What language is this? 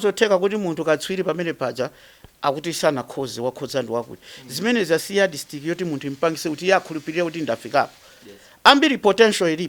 Nyanja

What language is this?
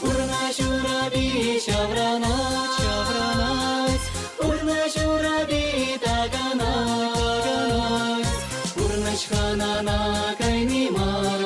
Chuvash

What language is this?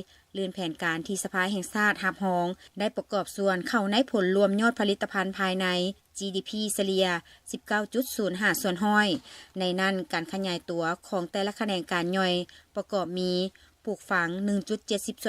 Lao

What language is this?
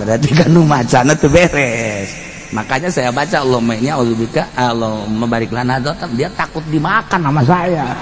Sundanese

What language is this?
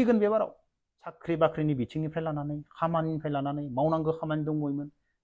Bodo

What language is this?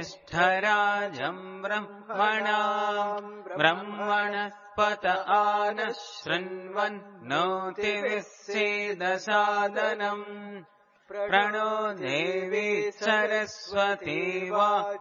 Sanskrit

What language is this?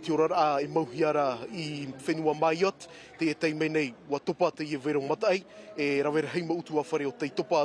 Tahitian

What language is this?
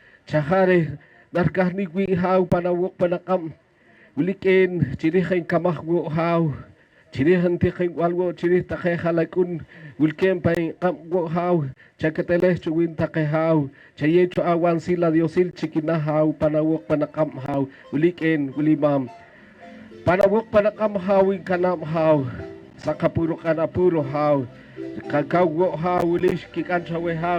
Poqomchi'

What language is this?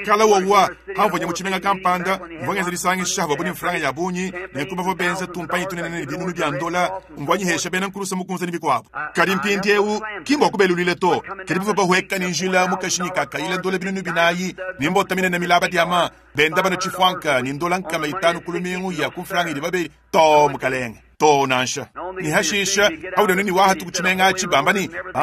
Luba-Lulua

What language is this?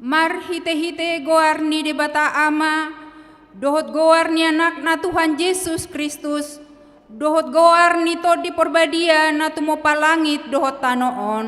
Batak Toba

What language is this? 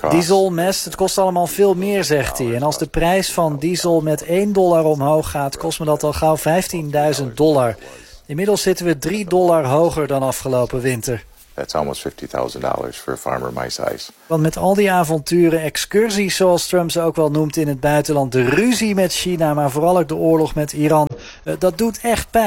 Dutch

